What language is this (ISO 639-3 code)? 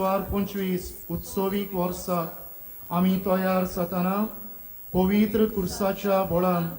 kok